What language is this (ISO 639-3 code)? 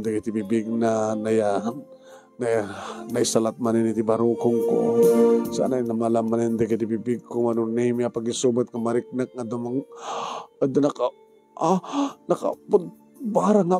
ilo